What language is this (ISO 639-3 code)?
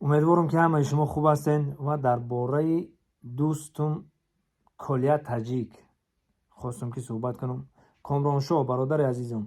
tgk